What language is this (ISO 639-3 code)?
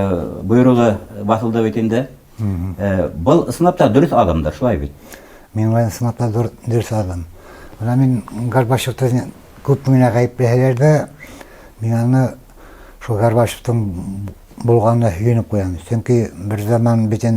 bak